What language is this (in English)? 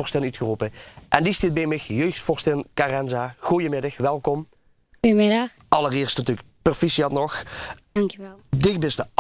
Limburgish